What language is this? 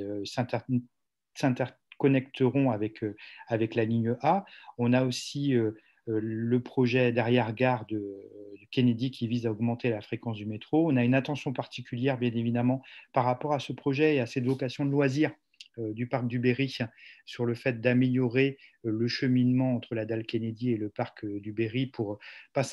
French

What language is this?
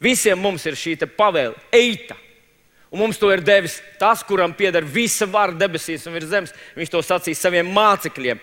Latvian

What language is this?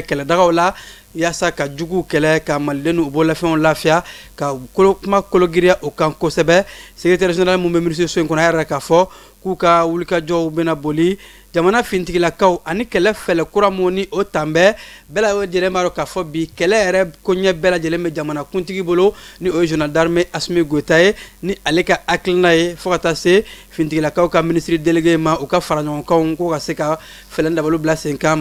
Bambara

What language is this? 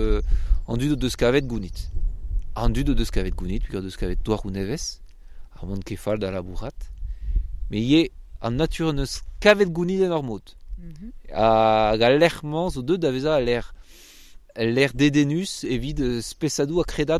Breton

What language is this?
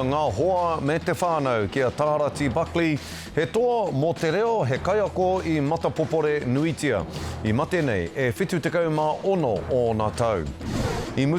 Māori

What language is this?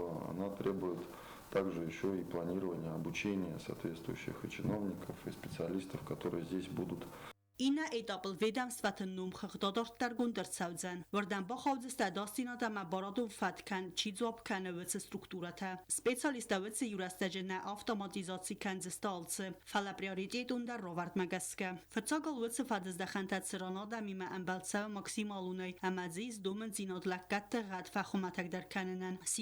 Ossetic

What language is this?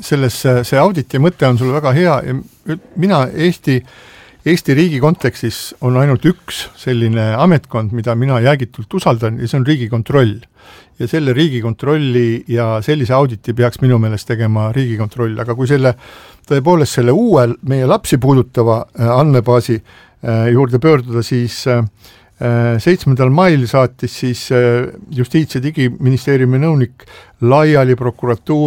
Estonian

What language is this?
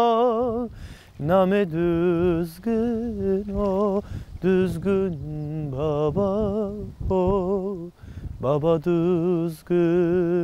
Zaza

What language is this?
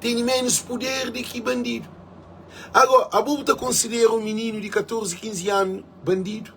Kabuverdianu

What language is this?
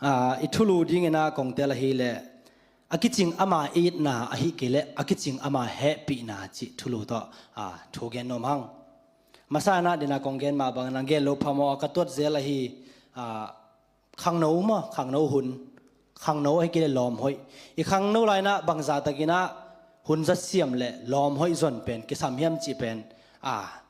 Tedim Chin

